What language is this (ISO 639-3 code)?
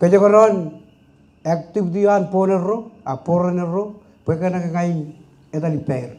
mah